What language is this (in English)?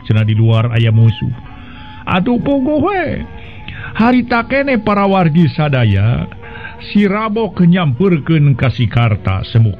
Sundanese